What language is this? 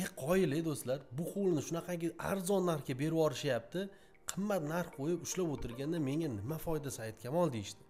Uzbek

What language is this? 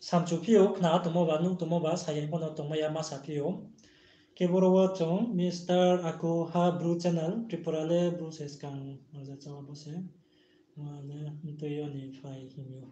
Riang (India)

